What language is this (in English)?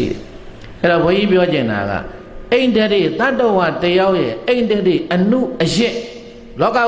Burmese